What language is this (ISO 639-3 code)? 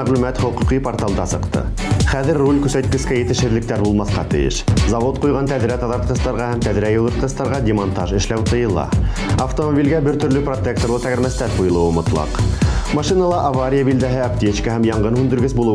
bak